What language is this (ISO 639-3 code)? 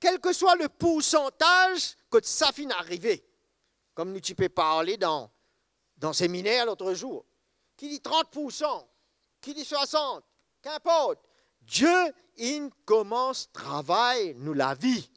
mfe